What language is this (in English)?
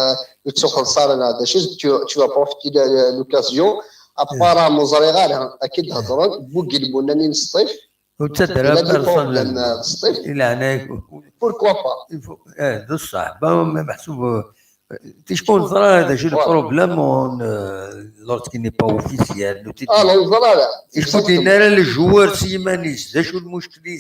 Kabyle